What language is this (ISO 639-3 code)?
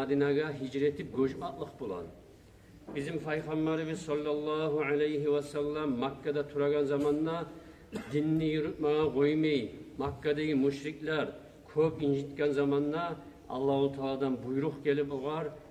kum